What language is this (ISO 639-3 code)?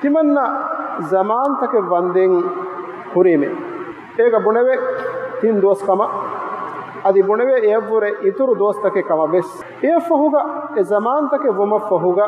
div